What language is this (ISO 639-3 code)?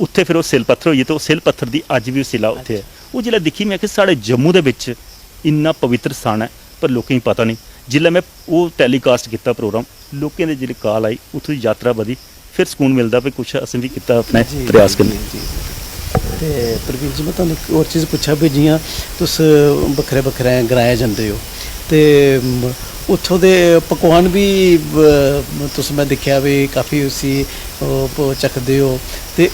doi